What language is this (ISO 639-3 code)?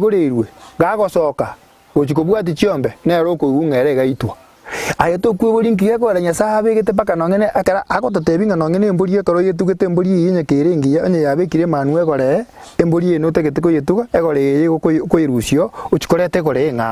guz